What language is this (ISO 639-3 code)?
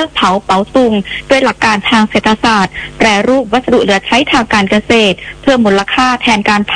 tha